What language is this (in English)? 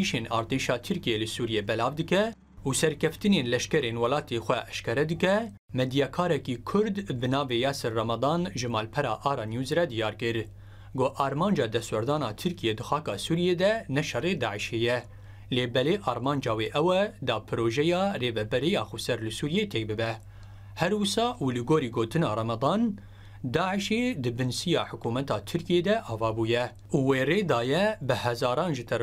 Kurdish